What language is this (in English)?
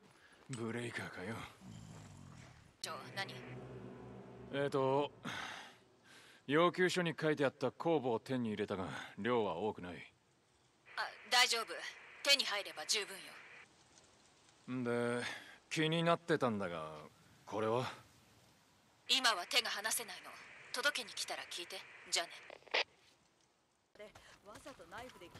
Japanese